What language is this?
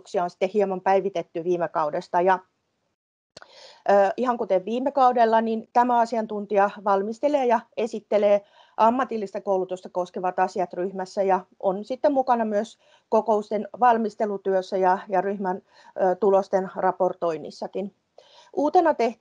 Finnish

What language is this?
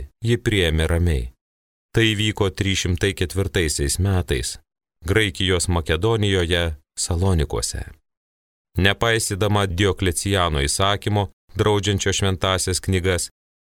Lithuanian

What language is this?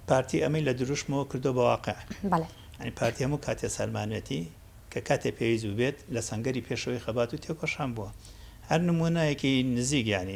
Central Kurdish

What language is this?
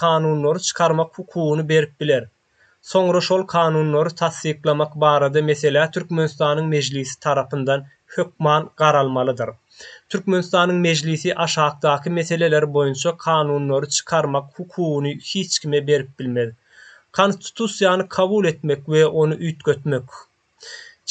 Turkmen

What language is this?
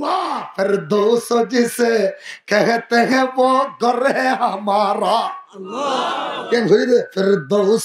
Rohingya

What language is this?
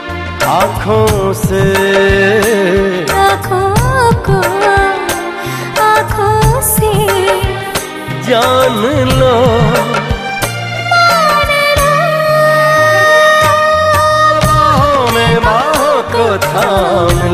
Hindi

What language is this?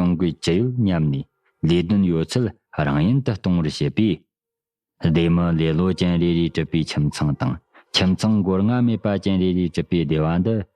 Tibetan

